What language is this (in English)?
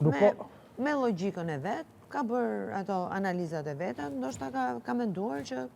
Albanian